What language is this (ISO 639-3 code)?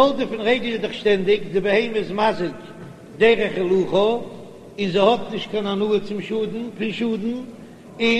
yid